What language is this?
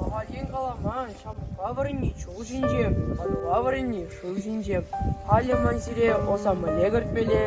Chuvash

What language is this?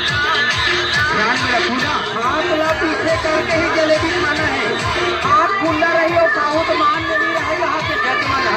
Chhattisgarhi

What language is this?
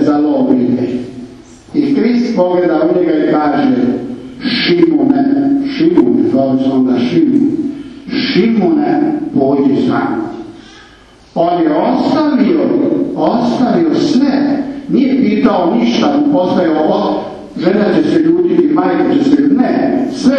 Croatian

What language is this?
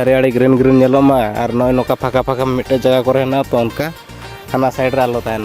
Santali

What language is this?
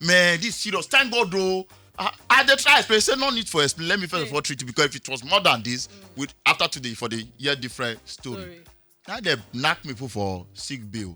Nigerian Pidgin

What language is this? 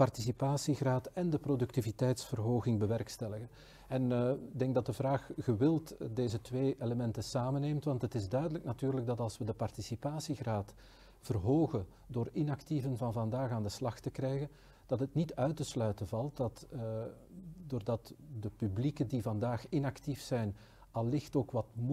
Dutch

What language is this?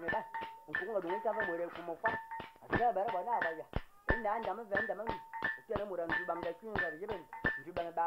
Fang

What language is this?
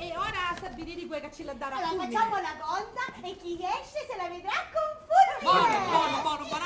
Sicilian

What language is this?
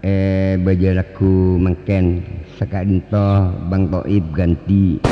Madurese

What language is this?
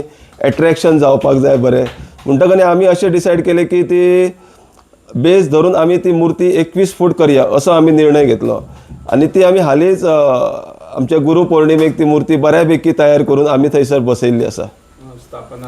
Konkani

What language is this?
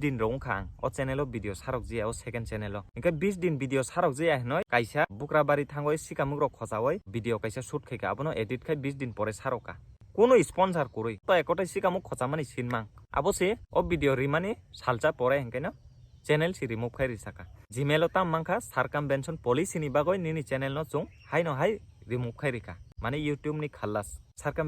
Kok Borok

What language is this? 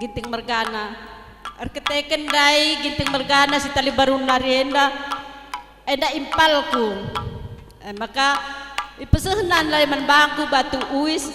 Batak Karo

